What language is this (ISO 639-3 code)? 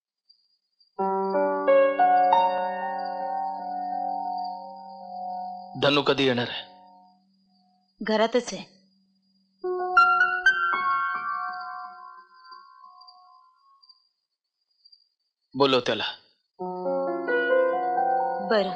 mar